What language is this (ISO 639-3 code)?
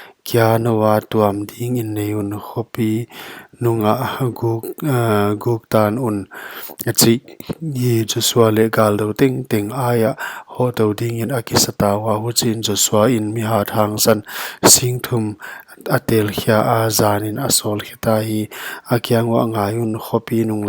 pck